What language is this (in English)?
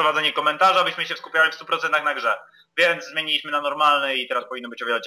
Polish